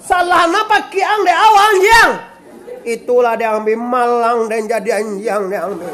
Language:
Minangkabau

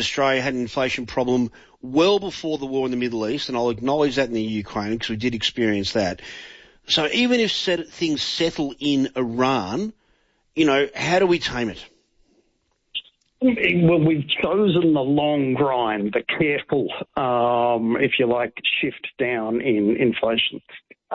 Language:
English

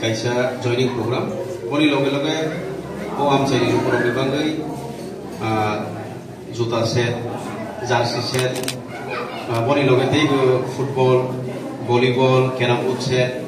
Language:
Kok Borok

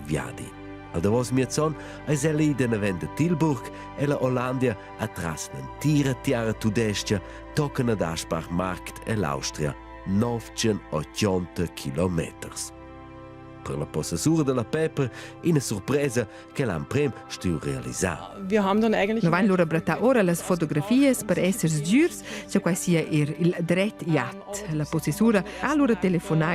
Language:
Romansh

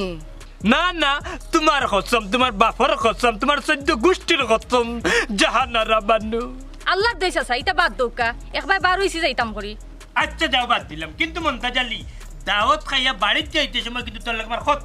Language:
Sylheti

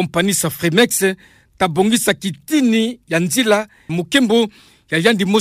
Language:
Kituba (Democratic Republic of Congo)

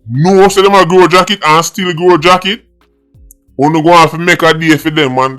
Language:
Jamaican Creole English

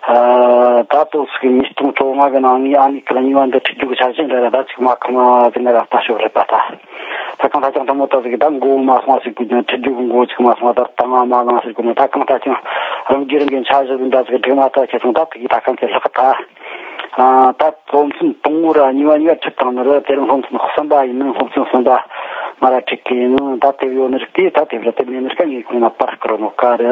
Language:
Tibetan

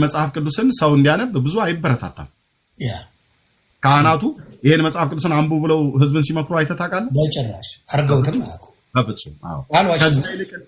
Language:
Amharic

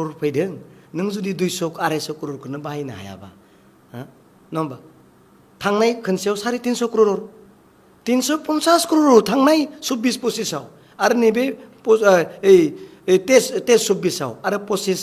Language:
Bodo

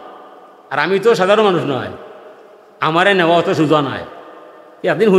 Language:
Sylheti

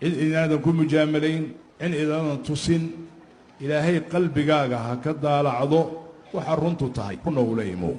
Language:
Somali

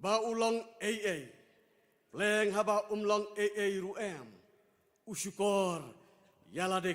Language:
Khasi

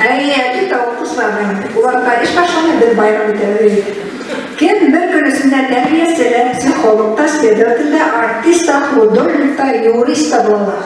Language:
Bashkir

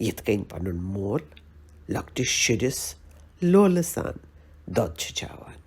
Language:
Kashmiri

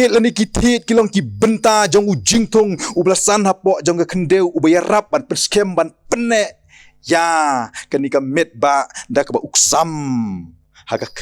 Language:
Khasi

